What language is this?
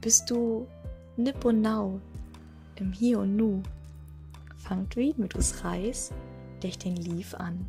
Low German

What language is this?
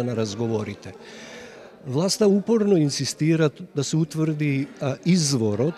Macedonian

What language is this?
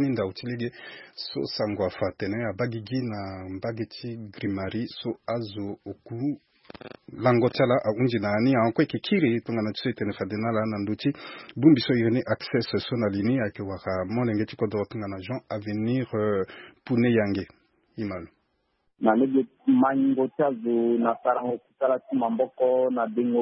Sango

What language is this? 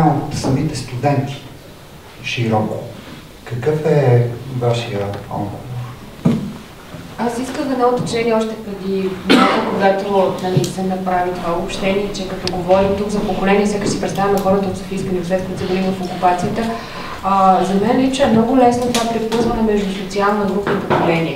Bulgarian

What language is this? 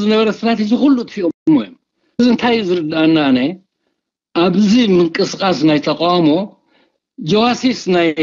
Tigrinya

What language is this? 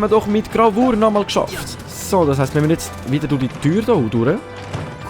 Swiss German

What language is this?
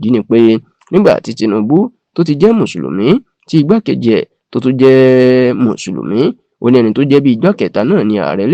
Yoruba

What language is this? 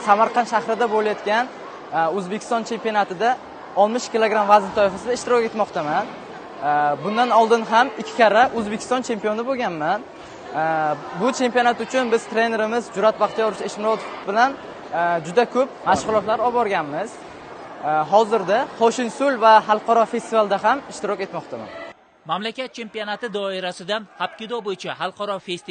Uzbek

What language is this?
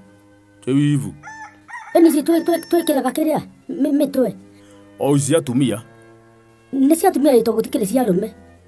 Kikuyu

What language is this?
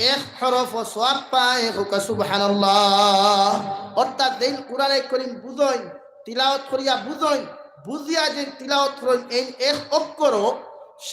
Sylheti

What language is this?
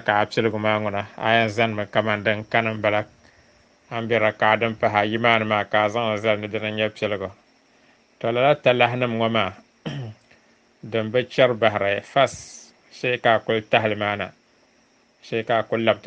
Dagbani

